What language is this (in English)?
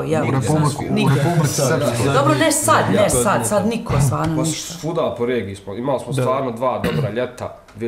Bosnian